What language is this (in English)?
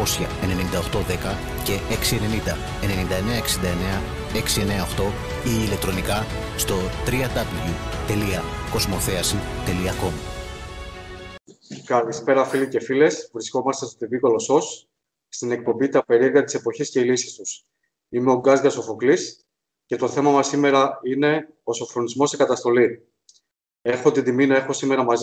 Greek